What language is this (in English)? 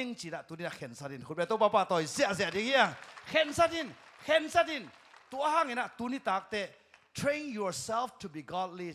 Tedim Chin